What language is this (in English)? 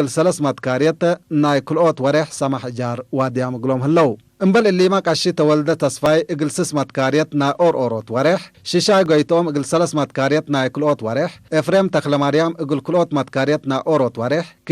Tigre